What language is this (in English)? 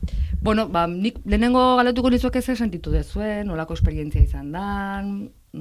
Basque